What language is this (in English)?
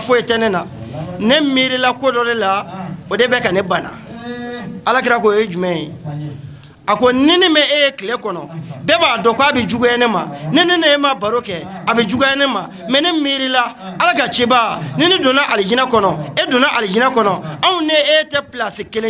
Bambara